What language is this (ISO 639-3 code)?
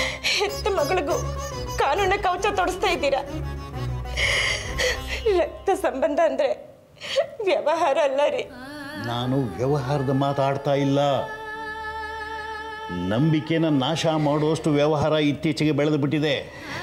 kan